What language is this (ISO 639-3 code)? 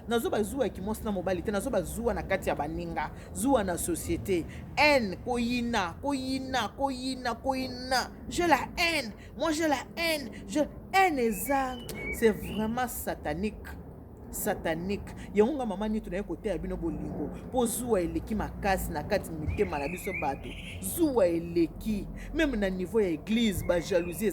lin